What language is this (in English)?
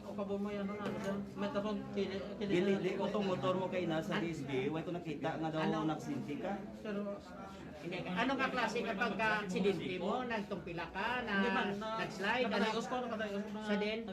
Hiligaynon